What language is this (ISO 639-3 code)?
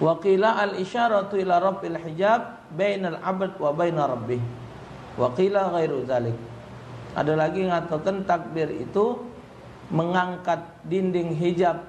mui